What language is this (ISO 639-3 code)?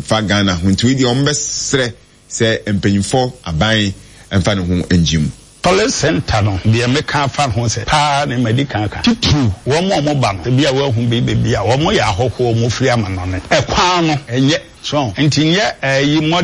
aka